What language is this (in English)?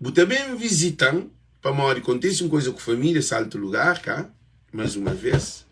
Kabuverdianu